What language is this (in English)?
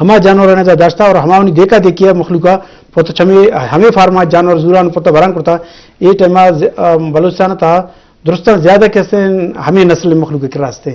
Eastern Balochi